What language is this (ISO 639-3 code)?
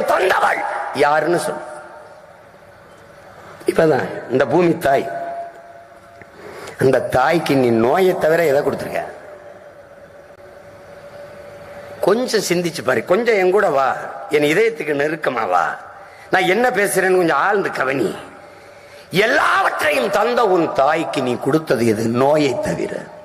tam